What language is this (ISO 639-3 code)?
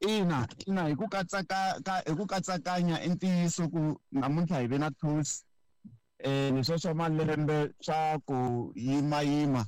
tso